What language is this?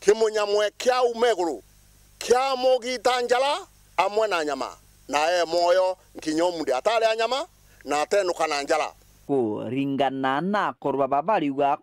Meru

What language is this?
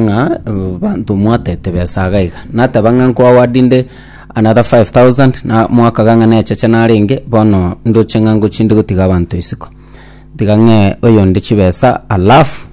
Gusii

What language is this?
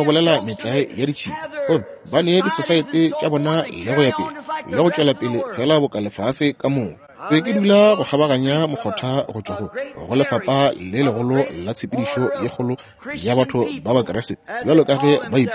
Northern Sotho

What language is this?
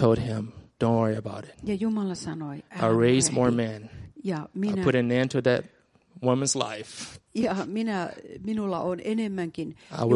Finnish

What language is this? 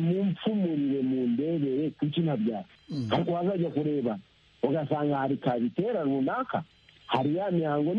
Kinyarwanda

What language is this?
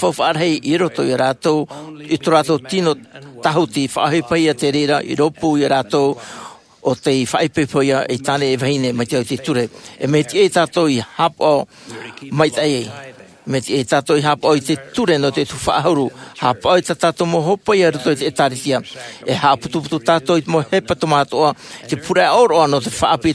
Tahitian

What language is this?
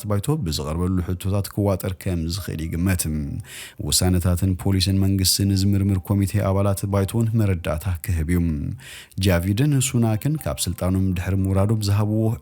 Tigrinya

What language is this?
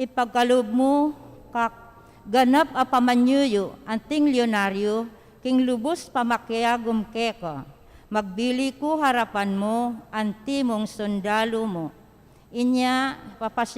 Pampanga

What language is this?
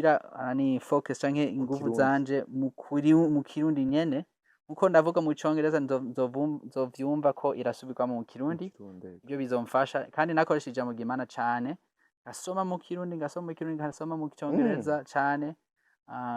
Rundi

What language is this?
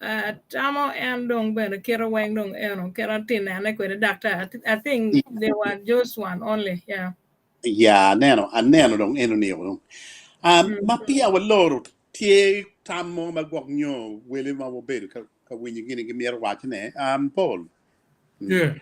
Acoli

